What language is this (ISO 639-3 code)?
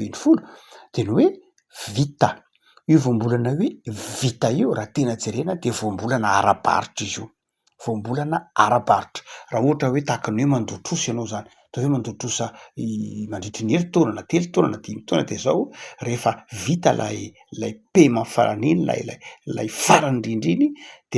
mlg